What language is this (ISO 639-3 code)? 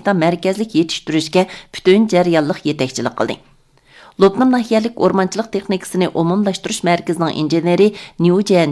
uig